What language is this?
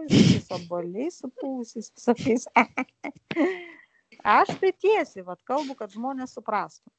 Lithuanian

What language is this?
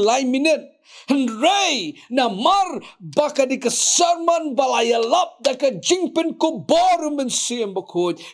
Khasi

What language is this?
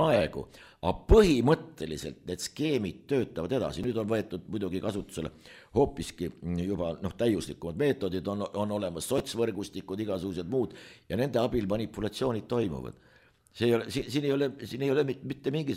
Estonian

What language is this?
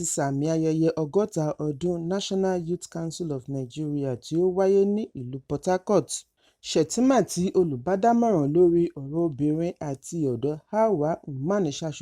Yoruba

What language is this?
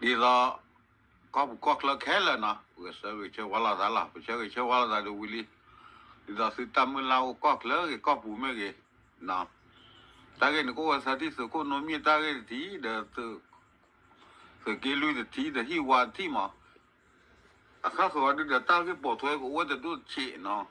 S'gaw Karen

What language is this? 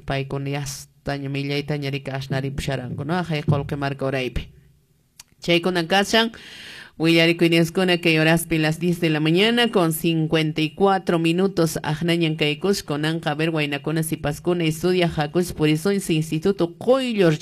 Quechua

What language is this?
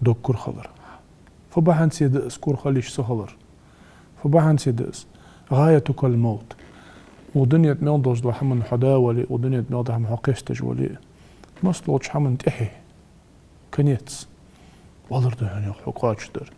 Ingush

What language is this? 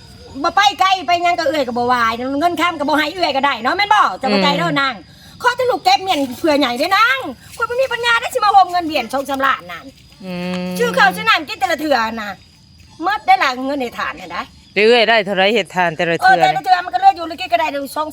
Northeastern Thai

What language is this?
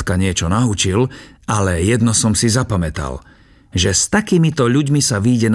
Slovak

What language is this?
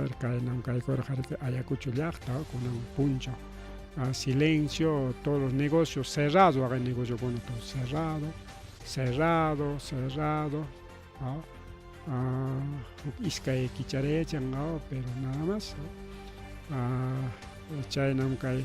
Ayacucho Quechua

